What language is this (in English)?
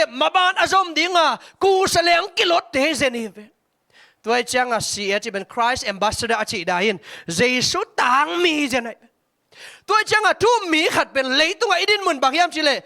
Tedim Chin